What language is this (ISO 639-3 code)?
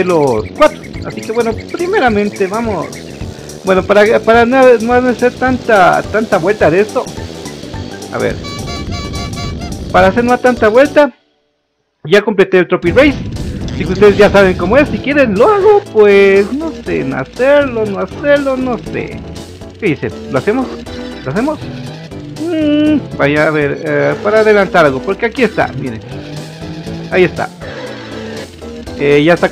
spa